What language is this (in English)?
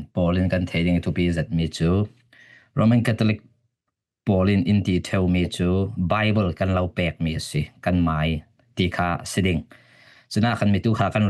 Falam Chin